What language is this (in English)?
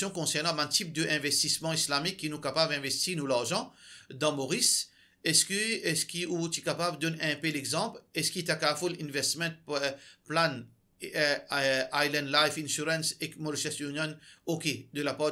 Morisyen